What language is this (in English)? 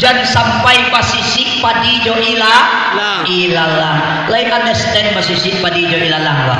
Minangkabau